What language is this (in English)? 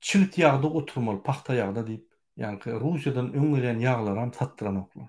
Turkmen